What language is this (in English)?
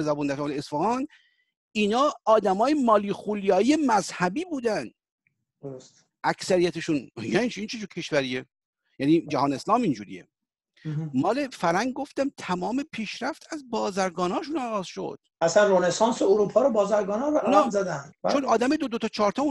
Persian